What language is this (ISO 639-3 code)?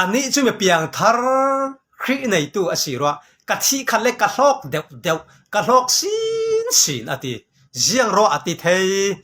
cfm